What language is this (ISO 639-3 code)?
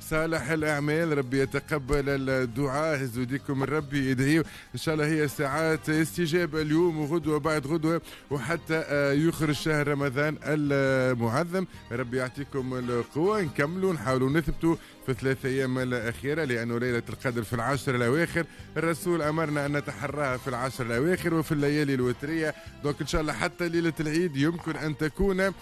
aeb